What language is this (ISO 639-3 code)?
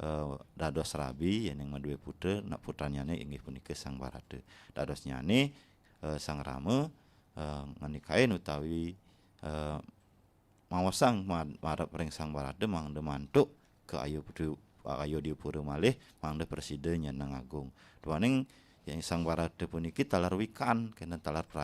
ban